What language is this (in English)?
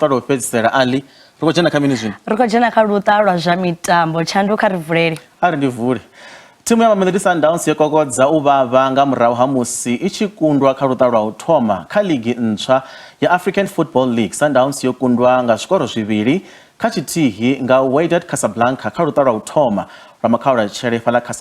Venda